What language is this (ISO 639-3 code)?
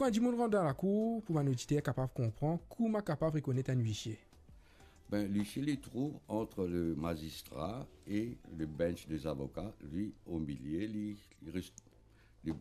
mfe